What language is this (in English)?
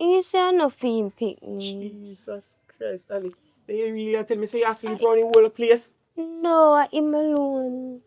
Jamaican Creole English